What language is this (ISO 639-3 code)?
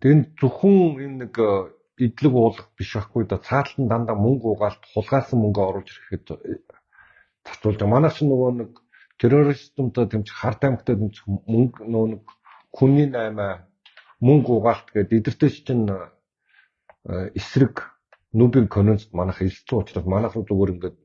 mon